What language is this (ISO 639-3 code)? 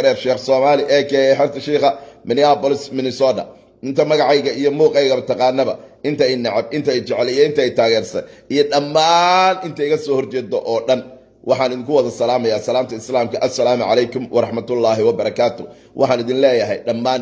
som